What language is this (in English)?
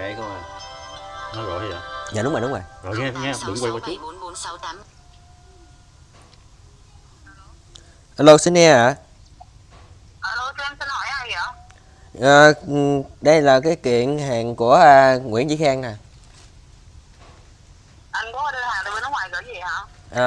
Vietnamese